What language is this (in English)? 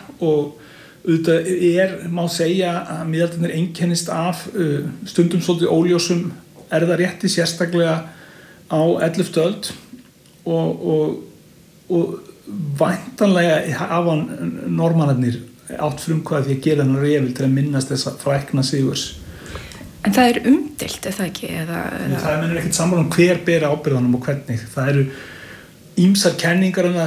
Icelandic